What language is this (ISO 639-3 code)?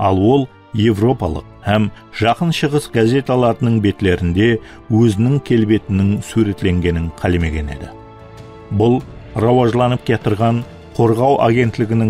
kaa